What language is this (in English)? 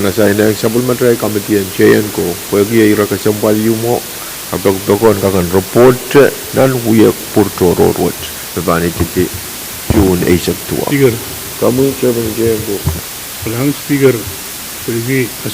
Pohnpeian